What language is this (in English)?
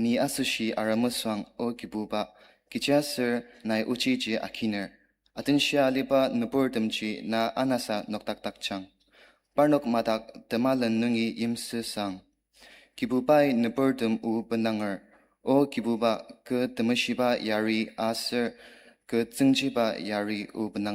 Ao Naga